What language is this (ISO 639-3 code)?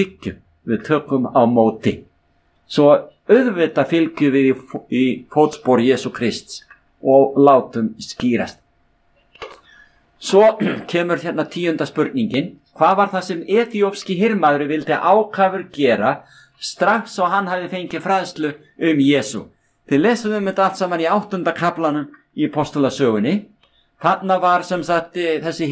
isl